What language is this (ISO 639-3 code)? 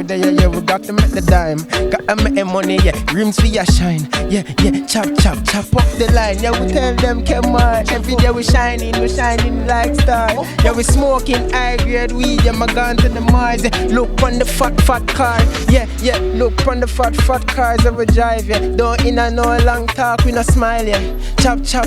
jam